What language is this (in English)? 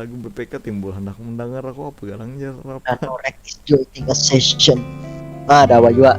Banjar